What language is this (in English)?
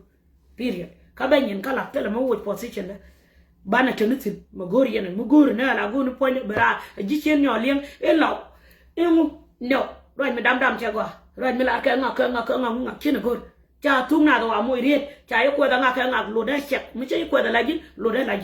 Nuer